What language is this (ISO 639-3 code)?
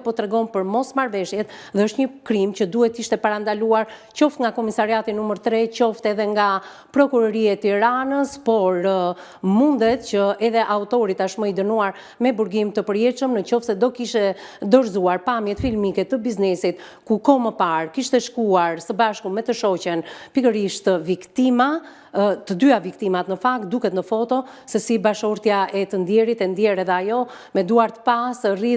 sqi